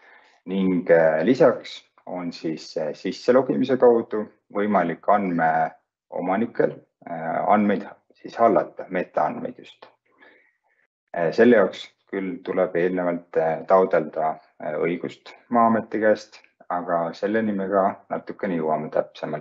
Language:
Estonian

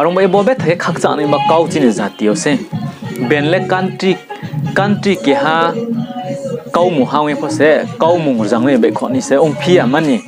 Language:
Riang (India)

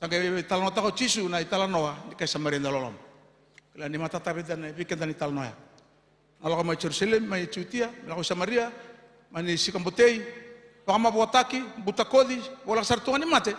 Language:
Fijian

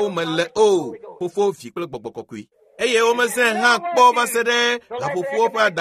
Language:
Ewe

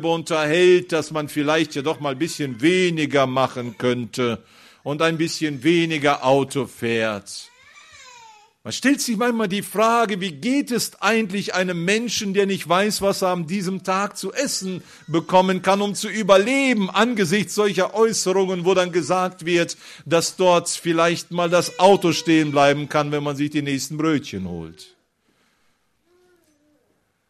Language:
German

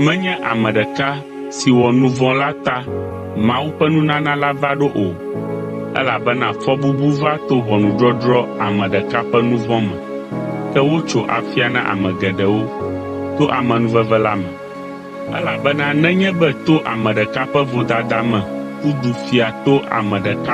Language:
Ewe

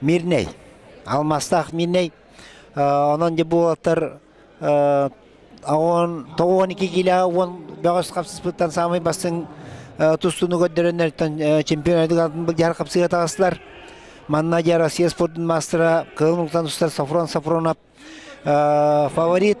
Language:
Yakut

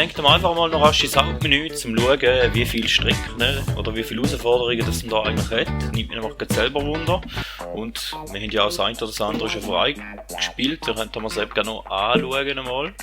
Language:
Swiss German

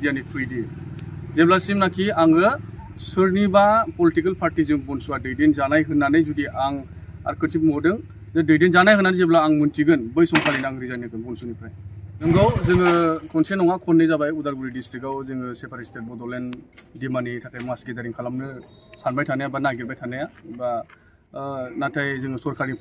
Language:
Bodo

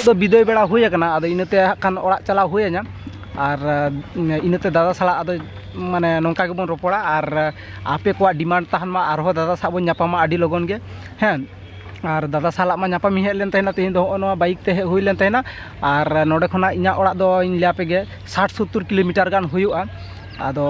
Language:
Santali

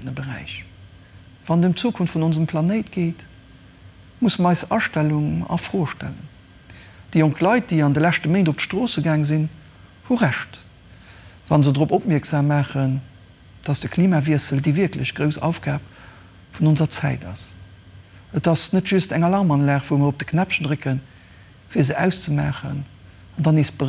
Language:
Luxembourgish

